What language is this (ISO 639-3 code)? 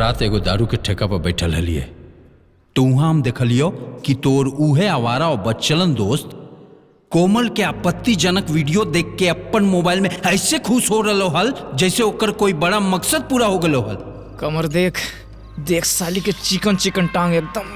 mag